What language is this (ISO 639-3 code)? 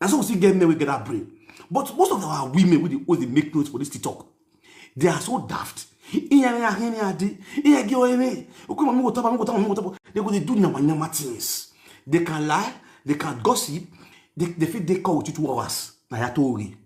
pcm